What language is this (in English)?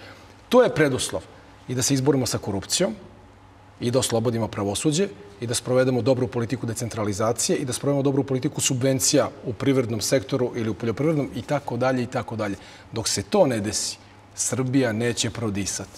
Serbian